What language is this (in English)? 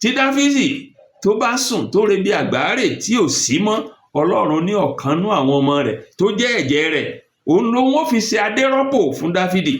Yoruba